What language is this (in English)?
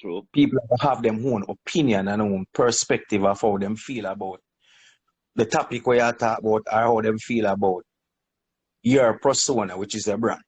Jamaican Creole English